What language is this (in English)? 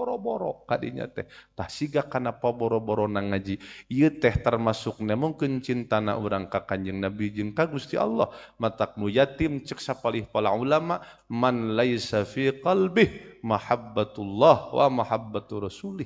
Sundanese